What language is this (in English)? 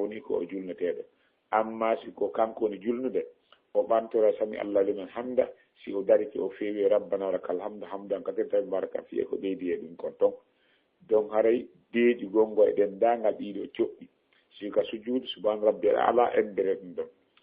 Fula